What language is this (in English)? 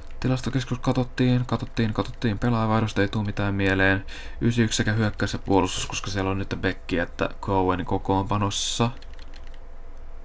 Finnish